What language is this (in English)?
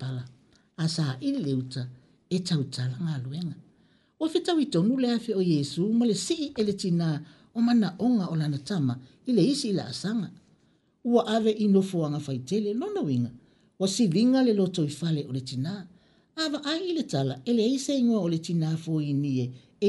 Samoan